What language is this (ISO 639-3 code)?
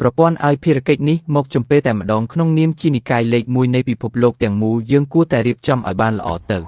khm